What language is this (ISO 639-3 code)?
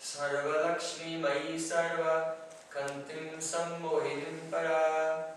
glg